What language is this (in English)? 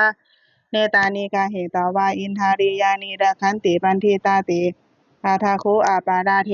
Pali